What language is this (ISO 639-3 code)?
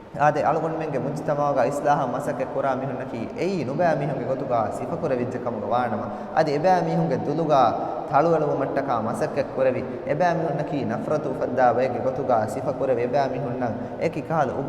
div